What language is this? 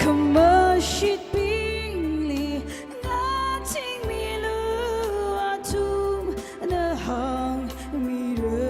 Tangkhul Naga (India)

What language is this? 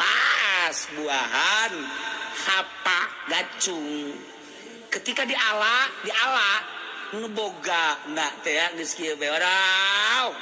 Sundanese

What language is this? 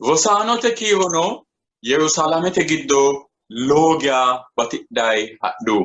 Sidamo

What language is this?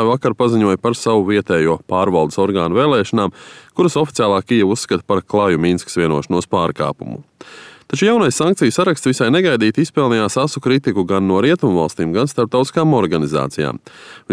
Latvian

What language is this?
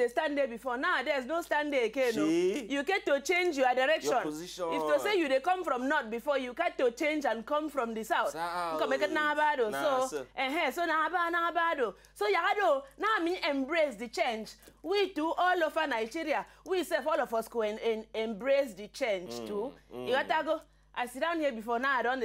Nigerian Pidgin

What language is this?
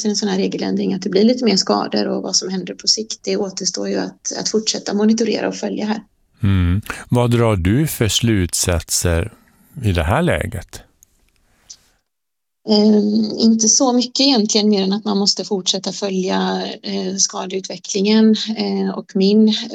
Swedish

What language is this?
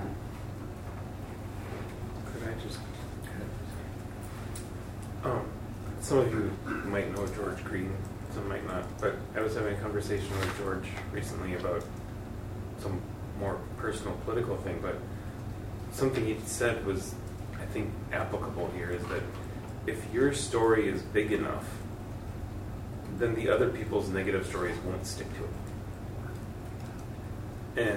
English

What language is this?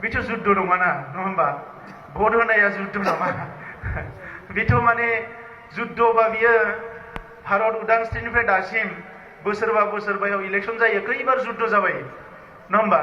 Bodo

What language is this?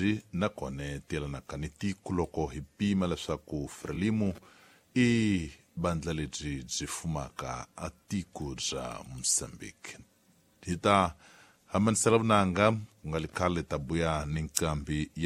Tsonga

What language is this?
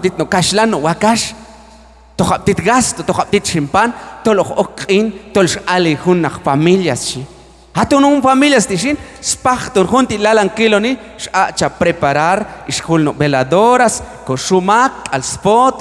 Q'anjob'al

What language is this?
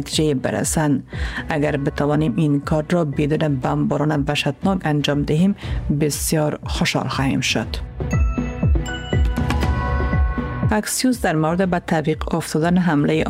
Persian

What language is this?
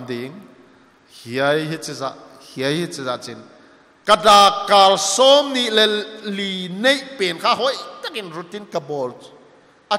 Paite Chin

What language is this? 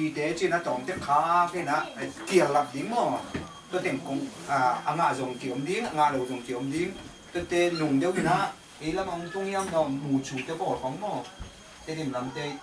Tedim Chin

